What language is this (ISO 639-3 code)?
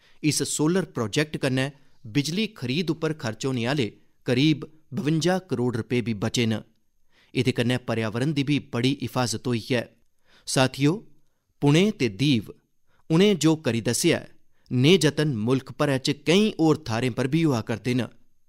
doi